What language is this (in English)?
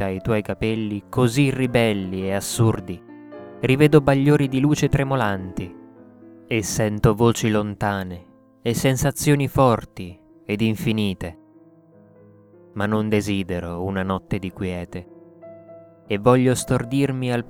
Italian